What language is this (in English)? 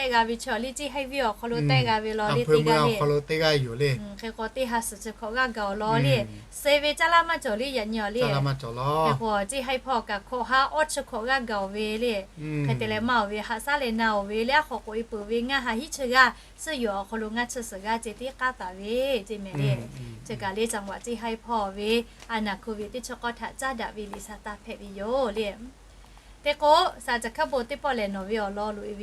Lahu